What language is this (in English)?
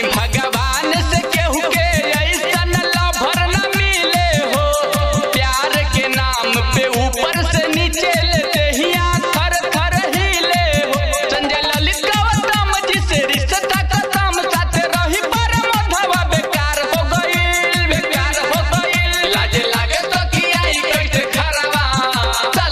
Bhojpuri